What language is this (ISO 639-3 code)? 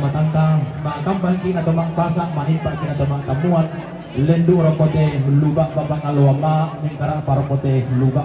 sda